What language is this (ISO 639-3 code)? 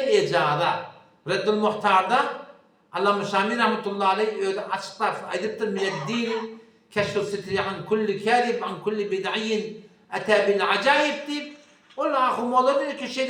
tuk